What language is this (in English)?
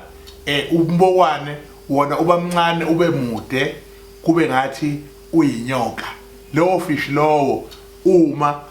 Zulu